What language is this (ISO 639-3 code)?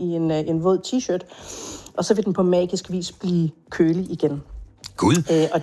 dan